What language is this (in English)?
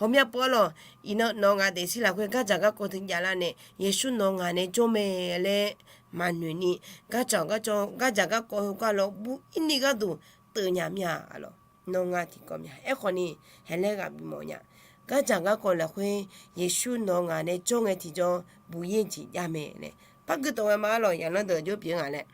Akha